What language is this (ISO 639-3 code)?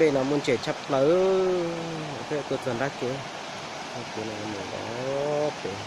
hmn